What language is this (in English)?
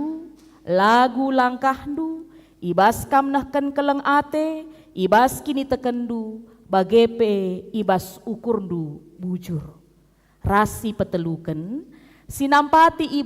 Batak Karo